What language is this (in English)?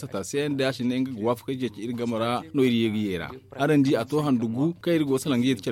Zarma